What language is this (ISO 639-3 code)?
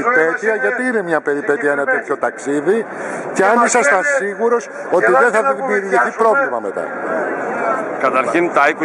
ell